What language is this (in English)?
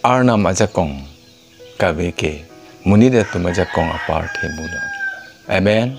Karbi